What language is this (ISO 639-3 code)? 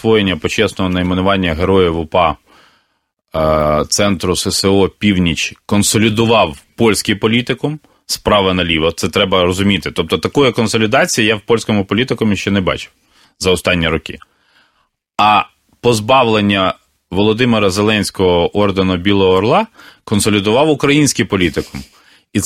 ukr